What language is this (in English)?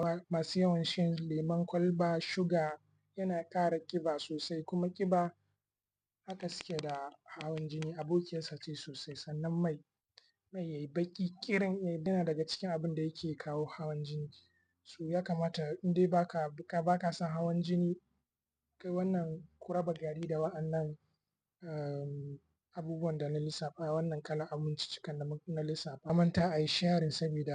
Hausa